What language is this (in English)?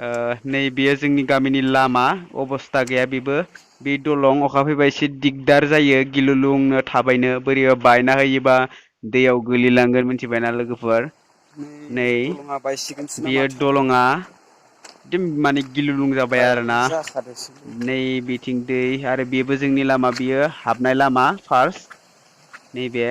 Bodo